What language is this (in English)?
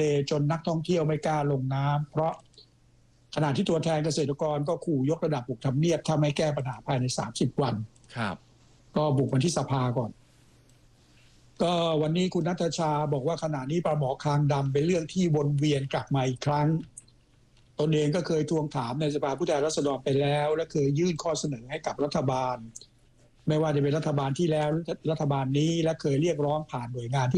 Thai